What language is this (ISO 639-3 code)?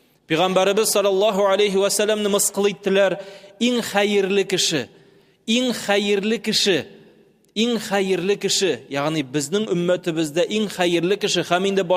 tat